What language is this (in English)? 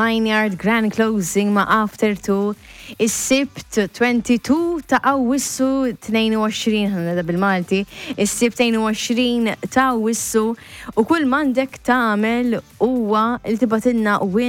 Maltese